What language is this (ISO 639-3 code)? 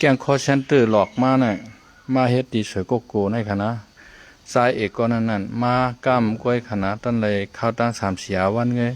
shn